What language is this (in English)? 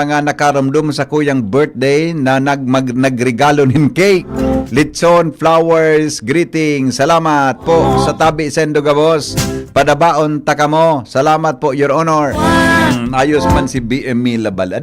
Bikol